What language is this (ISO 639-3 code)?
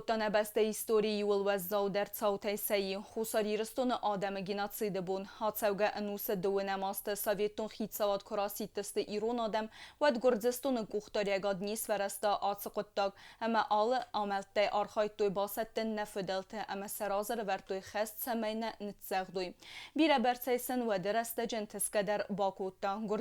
oss